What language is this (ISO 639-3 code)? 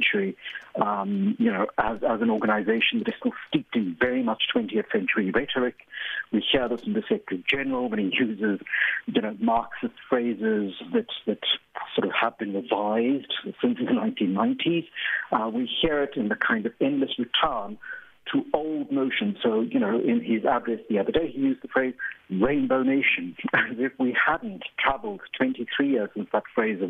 eng